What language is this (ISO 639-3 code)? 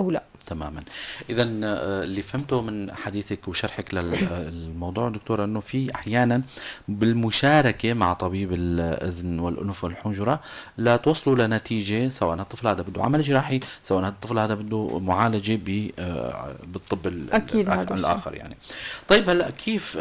apc